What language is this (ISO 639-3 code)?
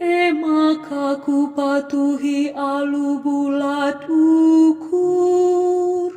btx